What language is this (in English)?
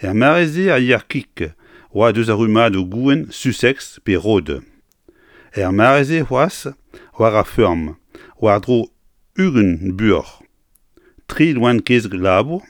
Breton